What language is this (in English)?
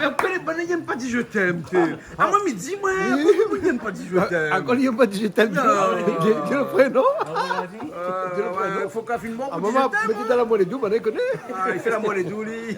Réunion Creole French